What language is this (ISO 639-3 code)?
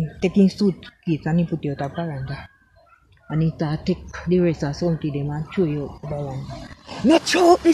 jam